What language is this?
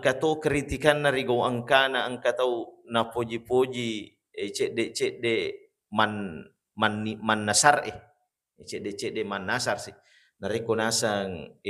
Buginese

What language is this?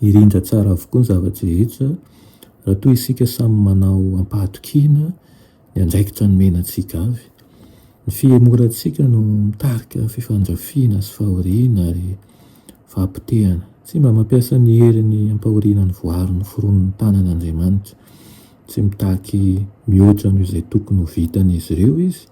Malagasy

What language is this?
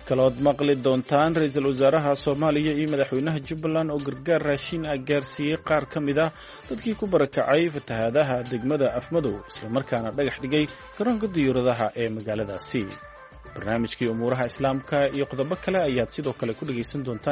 Somali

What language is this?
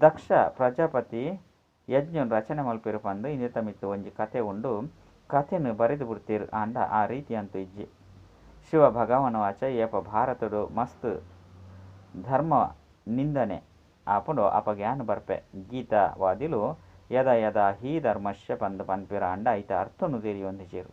Tulu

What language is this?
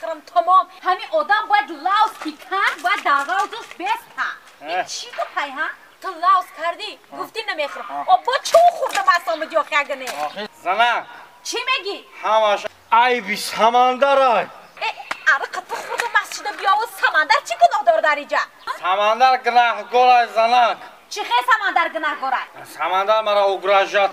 Tajik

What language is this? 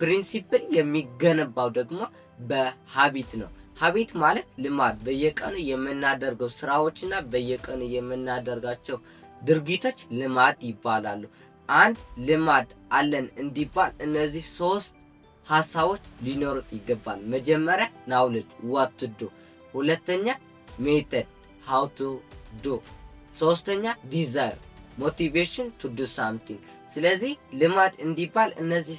Amharic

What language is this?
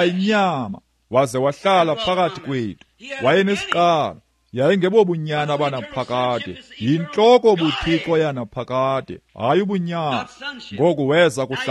Xhosa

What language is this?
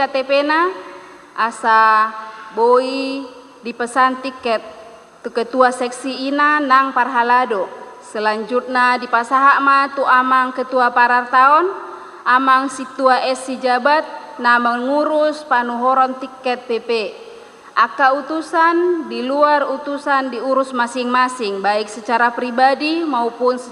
Batak Toba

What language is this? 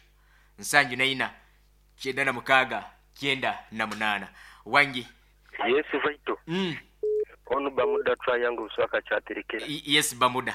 Nyankole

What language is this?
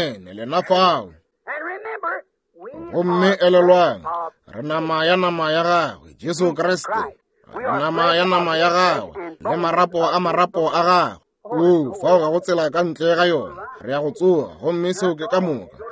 Northern Sotho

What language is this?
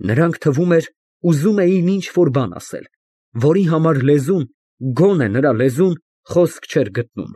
Armenian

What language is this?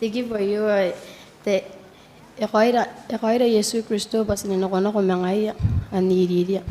Gilbertese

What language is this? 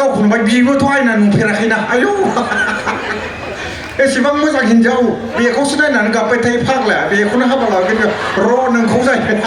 Bodo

